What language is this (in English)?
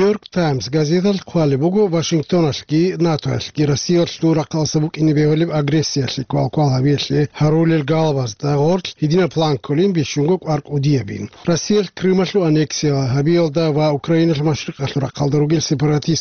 Avaric